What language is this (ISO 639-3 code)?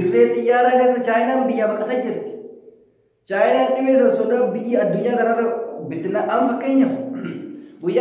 orm